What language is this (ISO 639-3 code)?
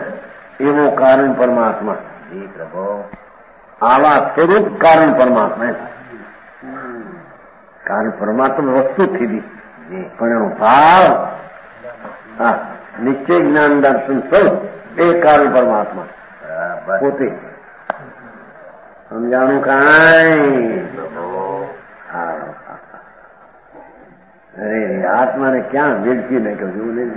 guj